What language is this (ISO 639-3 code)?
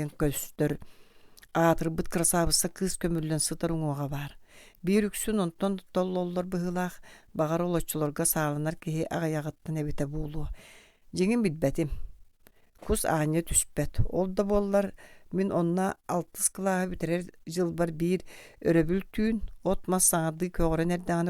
sah